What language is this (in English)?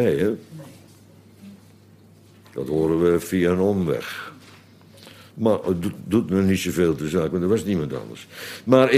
Dutch